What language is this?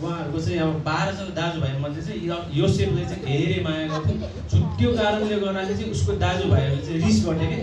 Nepali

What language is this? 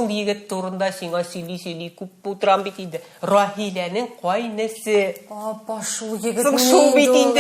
Tatar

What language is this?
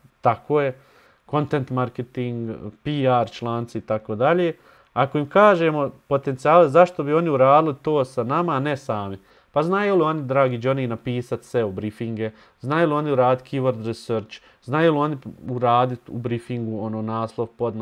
Bosnian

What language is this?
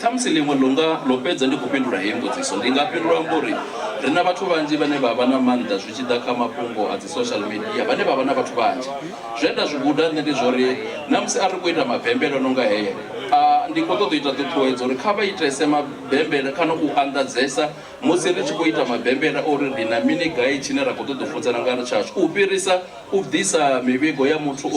Venda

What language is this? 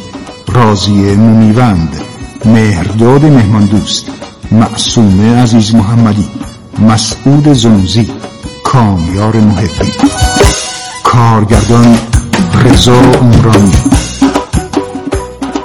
Persian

